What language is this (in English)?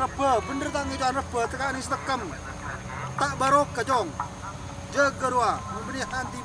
Madurese